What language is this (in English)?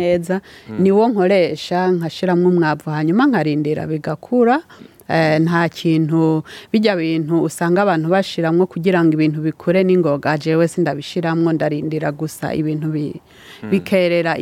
Rundi